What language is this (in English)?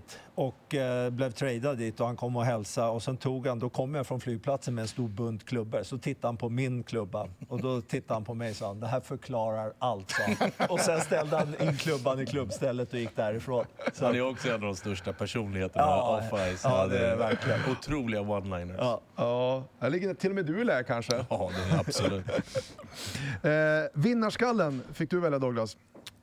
Swedish